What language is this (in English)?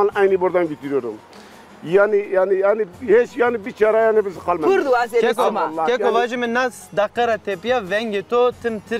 Zaza